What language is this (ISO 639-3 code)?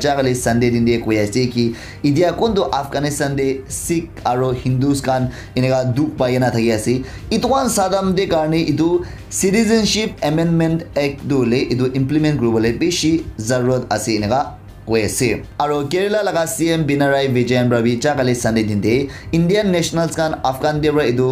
nag